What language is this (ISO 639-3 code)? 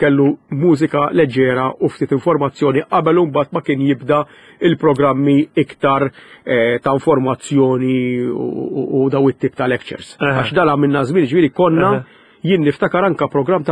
mlt